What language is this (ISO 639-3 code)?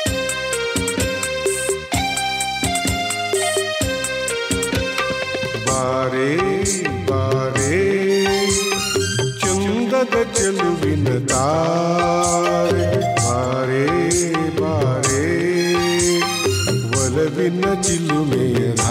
kan